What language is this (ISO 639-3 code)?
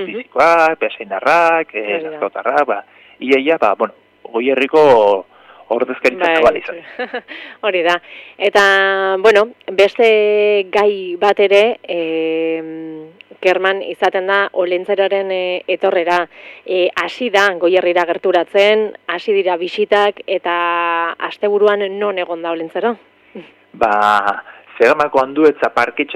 eus